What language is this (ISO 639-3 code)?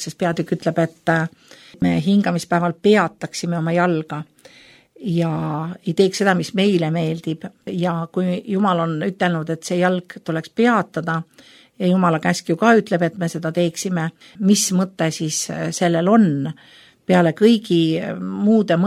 est